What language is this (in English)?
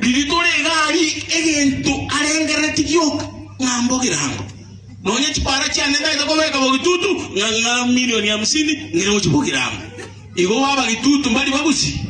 Gusii